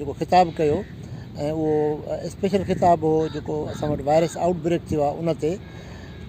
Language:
Sindhi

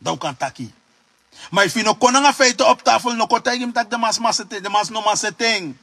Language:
Sranan Tongo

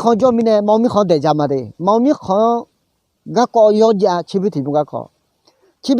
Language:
Akha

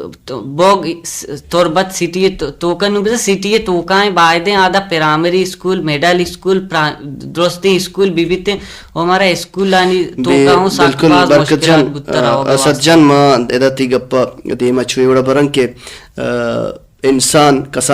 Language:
Baluchi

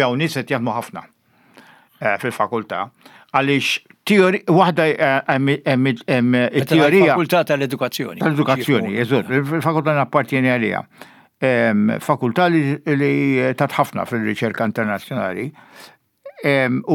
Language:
Maltese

